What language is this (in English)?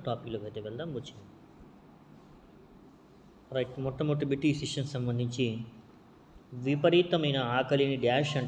Telugu